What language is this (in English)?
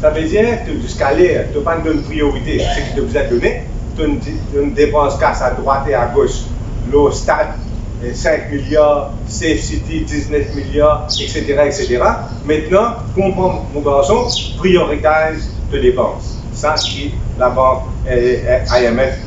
Morisyen